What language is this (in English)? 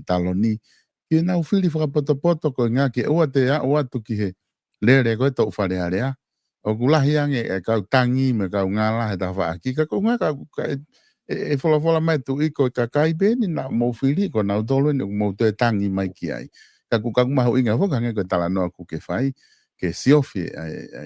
Tongan